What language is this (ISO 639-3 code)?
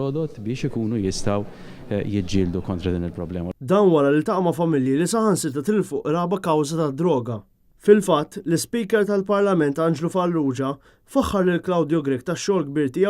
mlt